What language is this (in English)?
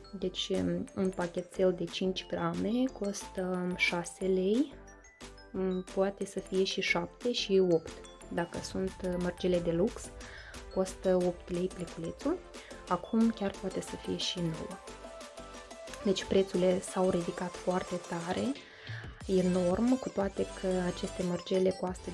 Romanian